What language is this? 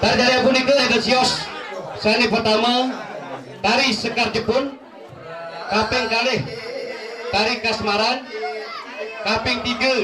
Balinese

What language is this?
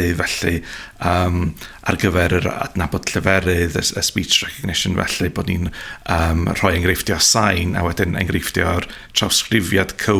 Welsh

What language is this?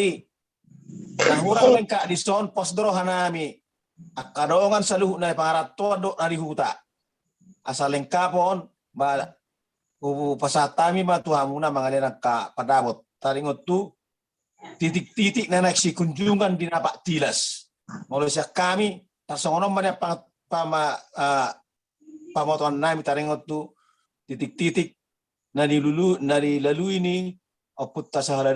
Batak Toba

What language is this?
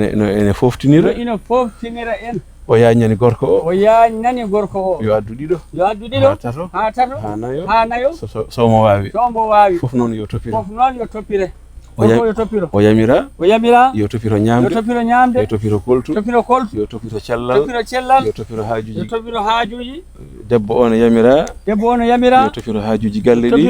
Fula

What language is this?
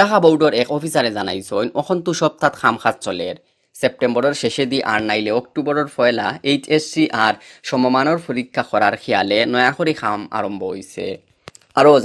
Sylheti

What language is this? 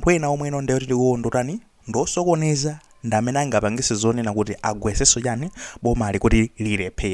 Nyanja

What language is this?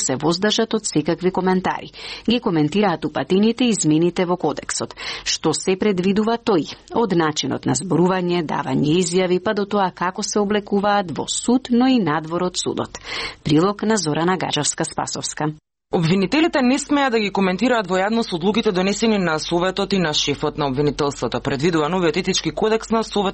Macedonian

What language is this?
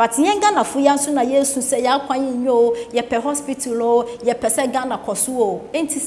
Akan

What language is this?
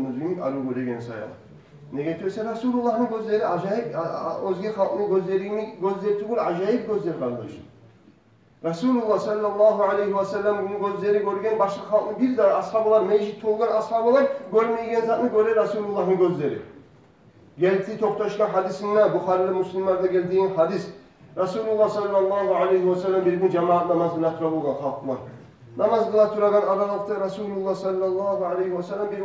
Kumyk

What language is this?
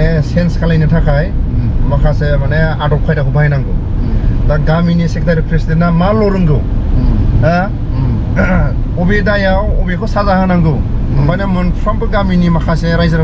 Bodo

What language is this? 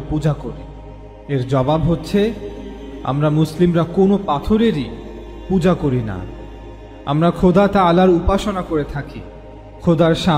Bangla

